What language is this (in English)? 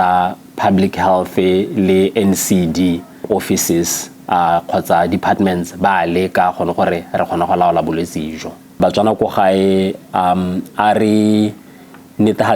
Tswana